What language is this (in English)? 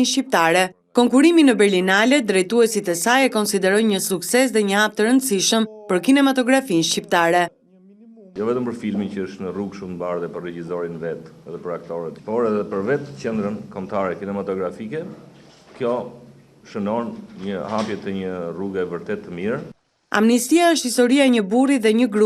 Albanian